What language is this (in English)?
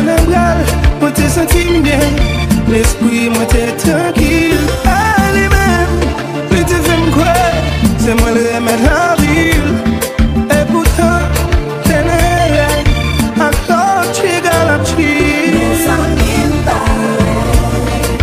French